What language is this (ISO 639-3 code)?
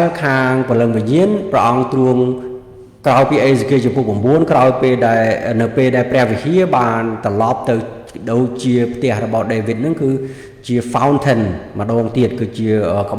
khm